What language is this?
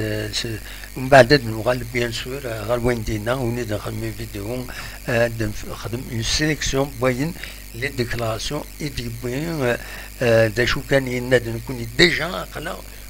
Kabyle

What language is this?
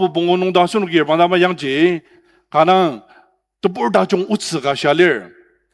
Ao Naga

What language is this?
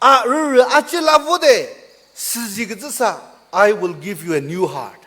Chokri Naga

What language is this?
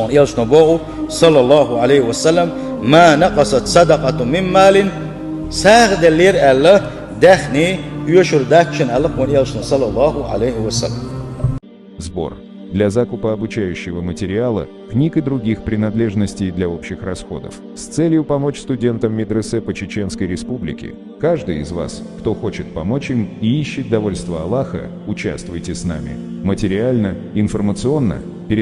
Chechen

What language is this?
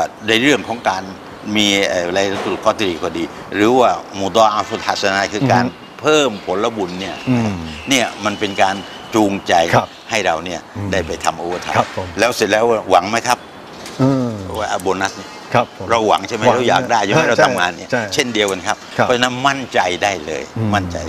Thai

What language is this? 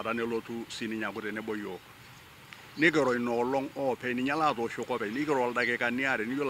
Masai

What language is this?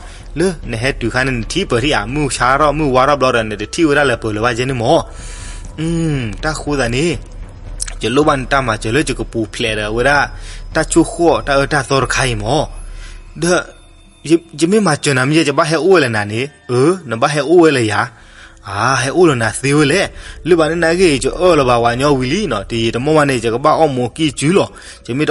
S'gaw Karen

